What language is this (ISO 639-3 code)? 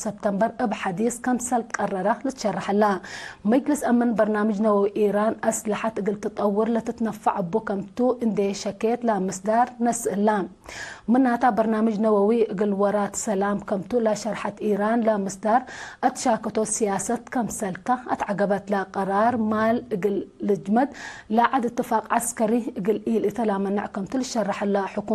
tig